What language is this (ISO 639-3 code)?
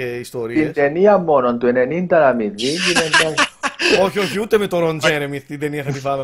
ell